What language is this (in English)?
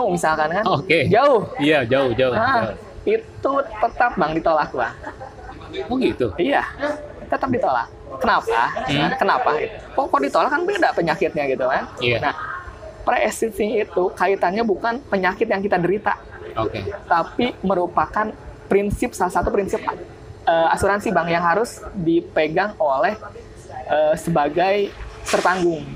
Indonesian